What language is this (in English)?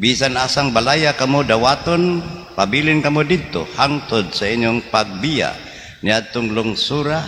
Cebuano